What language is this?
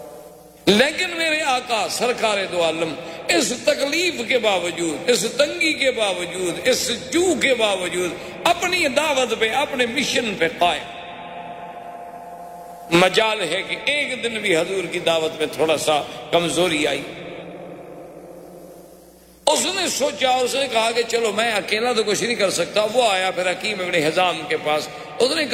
Urdu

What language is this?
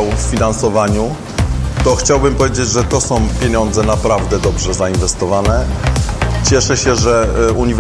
Polish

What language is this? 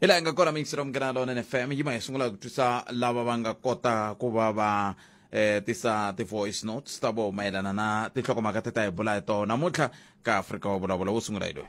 Tsonga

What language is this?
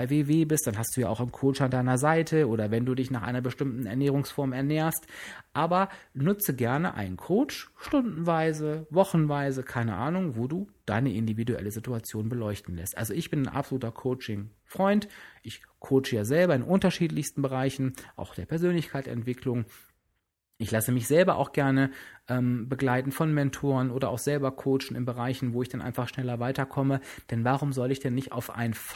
German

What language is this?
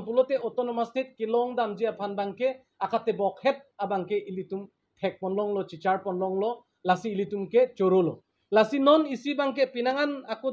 Karbi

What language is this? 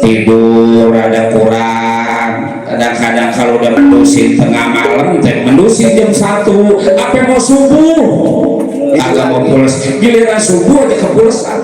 Betawi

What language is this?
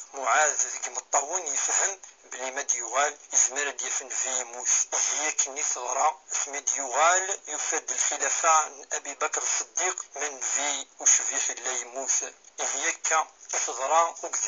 Kabyle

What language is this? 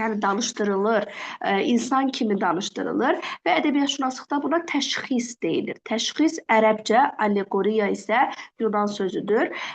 Azerbaijani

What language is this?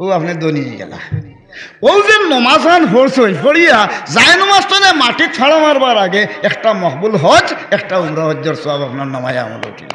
Sylheti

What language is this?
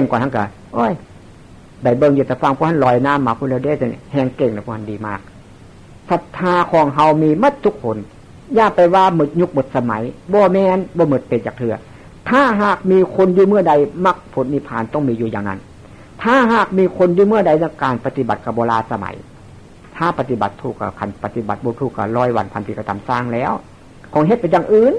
Northeastern Thai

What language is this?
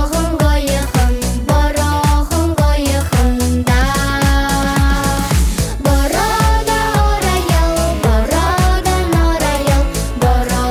Buriat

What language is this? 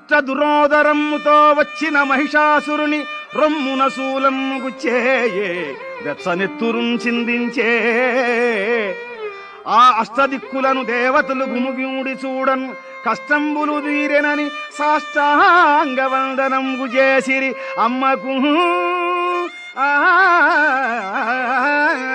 Telugu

